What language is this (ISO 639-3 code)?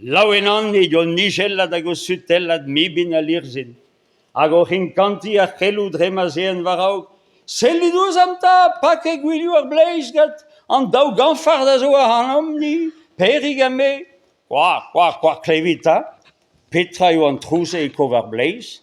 bre